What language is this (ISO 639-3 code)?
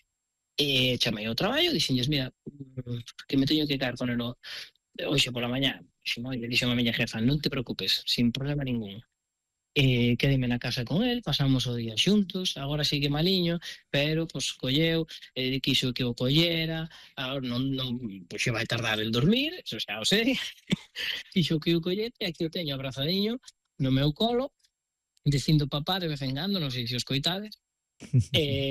glg